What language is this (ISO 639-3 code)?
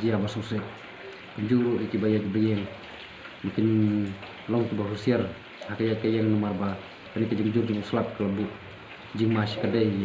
kha